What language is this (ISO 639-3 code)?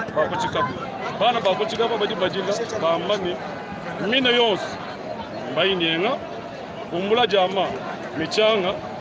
lua